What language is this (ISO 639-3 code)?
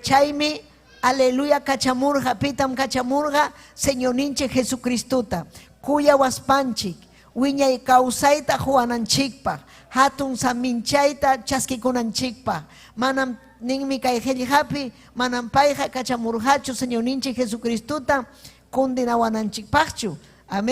quy